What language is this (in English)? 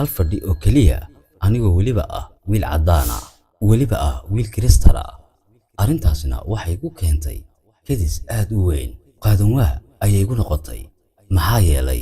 Somali